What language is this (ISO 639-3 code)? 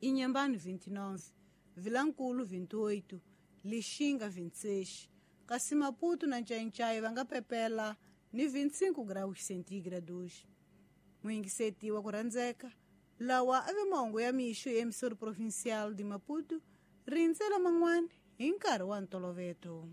tso